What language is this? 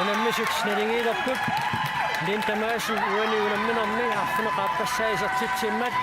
Kalaallisut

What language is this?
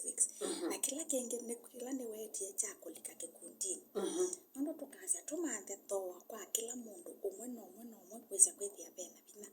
Kamba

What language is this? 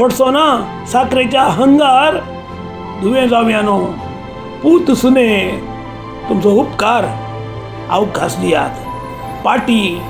Konkani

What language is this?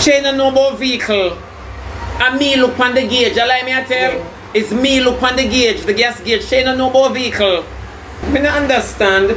Jamaican Creole English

